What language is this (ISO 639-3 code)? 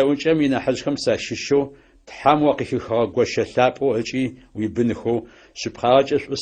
ady